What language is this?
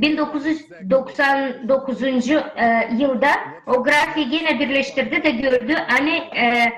Gagauz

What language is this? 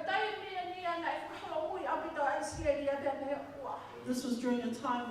Tongan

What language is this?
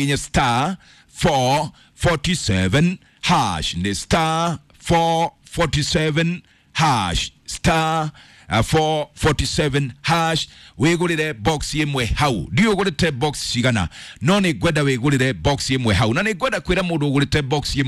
Kikuyu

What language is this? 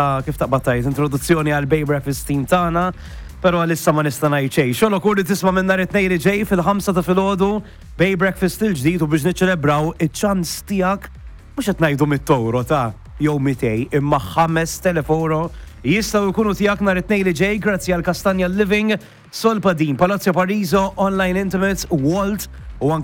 Maltese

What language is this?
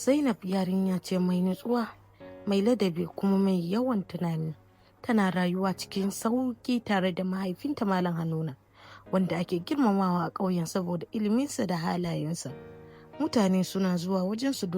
Hausa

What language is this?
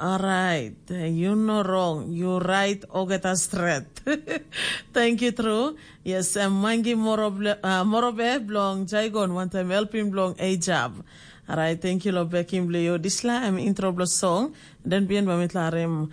Tok Pisin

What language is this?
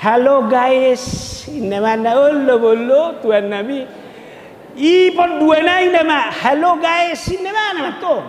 Batak Toba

